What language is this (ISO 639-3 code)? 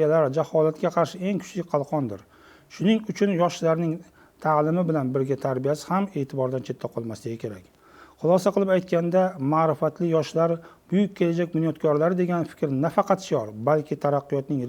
uzb